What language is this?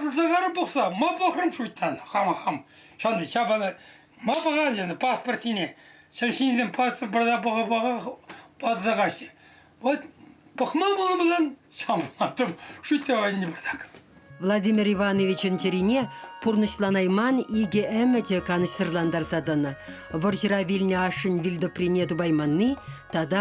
Chuvash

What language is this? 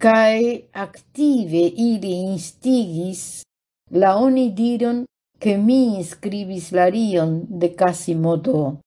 Esperanto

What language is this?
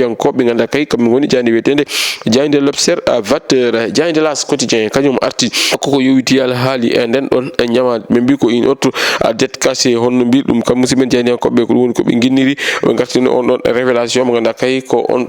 Fula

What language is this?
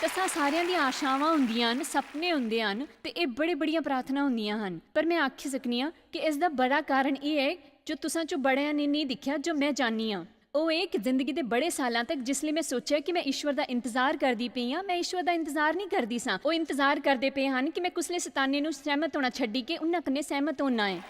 Dogri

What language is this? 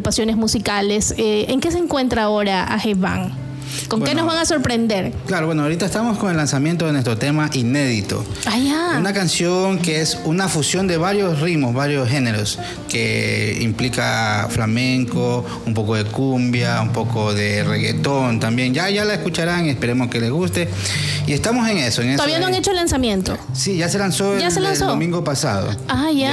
Spanish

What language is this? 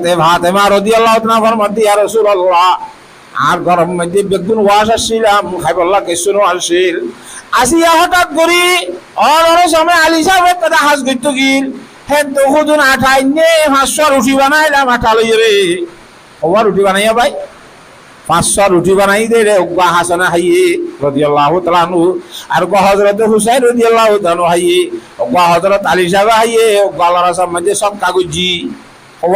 Rohingya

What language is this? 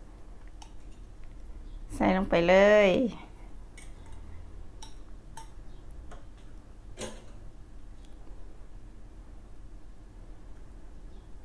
Thai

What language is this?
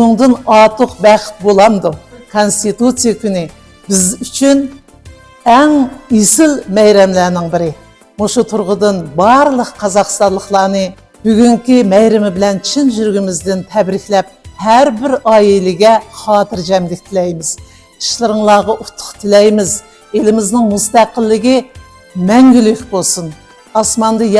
Uyghur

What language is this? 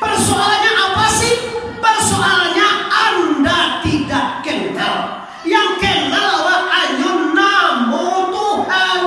Minangkabau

